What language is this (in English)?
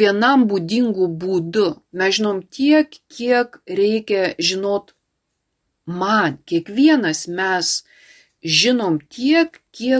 Lithuanian